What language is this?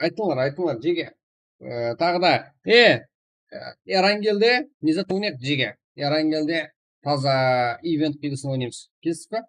Kara-Kalpak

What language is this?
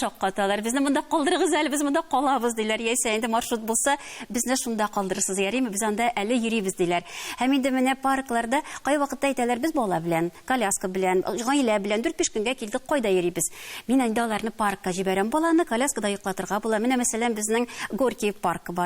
Tatar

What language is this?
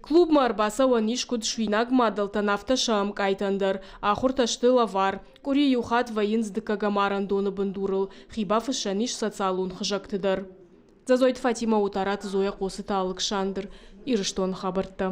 Ossetic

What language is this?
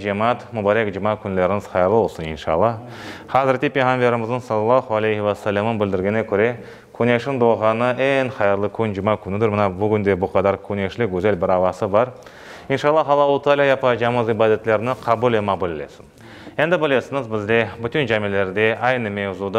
Crimean Tatar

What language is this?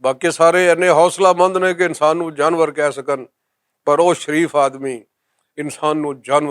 Western Panjabi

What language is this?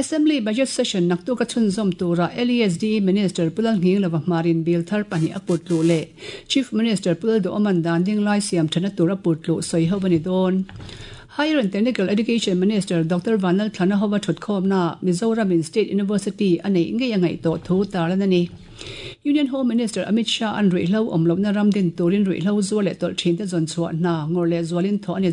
Mizo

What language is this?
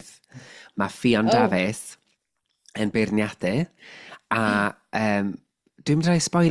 Welsh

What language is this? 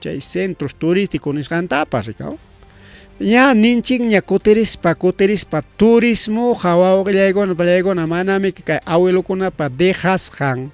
Ayacucho Quechua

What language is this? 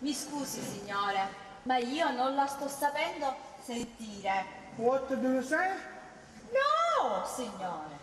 Sicilian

